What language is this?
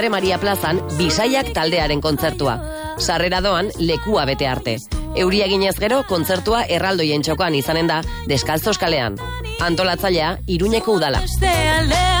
Basque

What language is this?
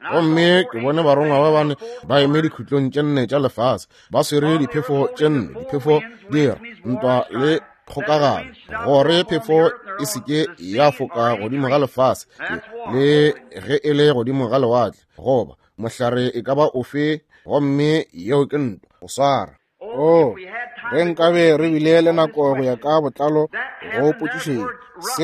Northern Sotho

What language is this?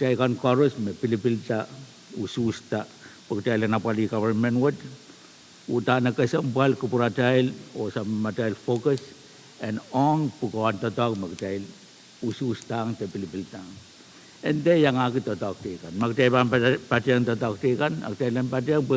Pohnpeian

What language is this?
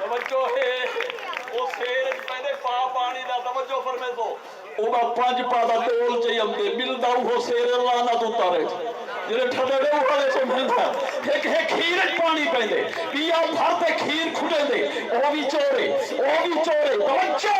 Saraiki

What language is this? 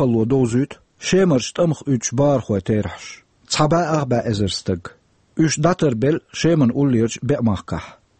Chechen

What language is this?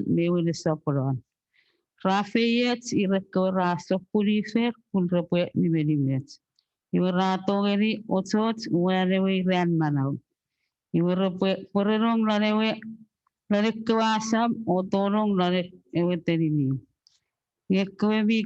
Chuukese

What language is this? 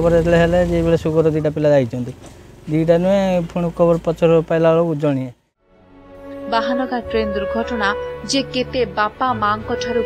Odia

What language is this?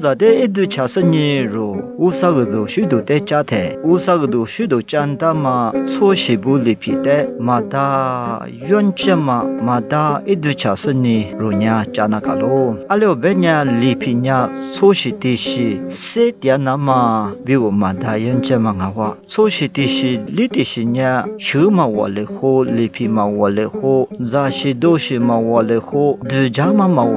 Lisu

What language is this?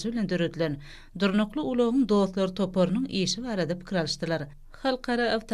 Turkmen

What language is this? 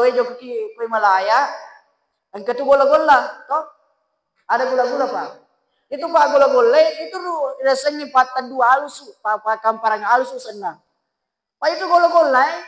Buginese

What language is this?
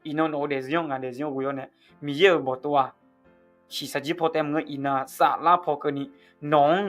Akha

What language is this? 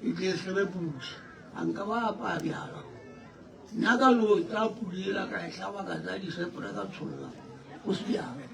Northern Sotho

